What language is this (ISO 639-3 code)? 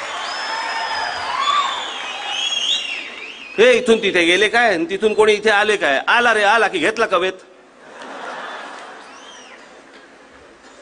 mar